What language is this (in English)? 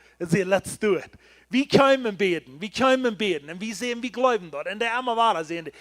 Plautdietsch